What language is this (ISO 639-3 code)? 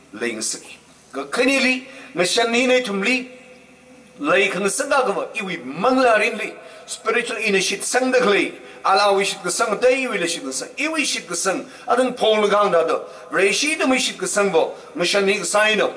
nmf